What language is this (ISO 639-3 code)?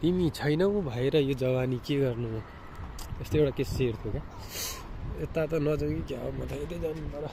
nep